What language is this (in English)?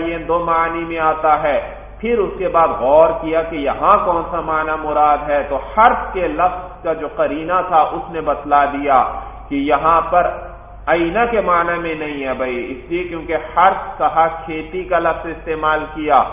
Urdu